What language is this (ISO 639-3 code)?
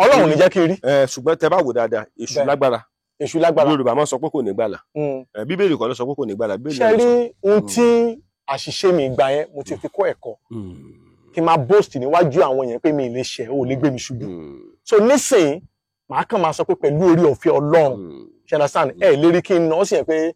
yor